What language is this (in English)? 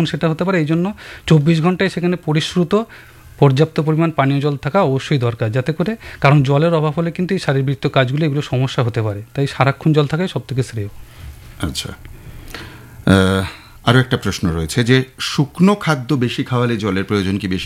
Bangla